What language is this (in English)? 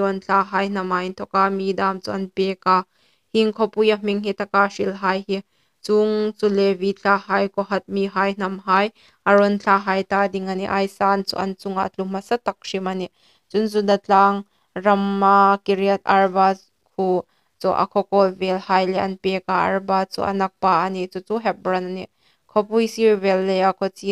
Hmar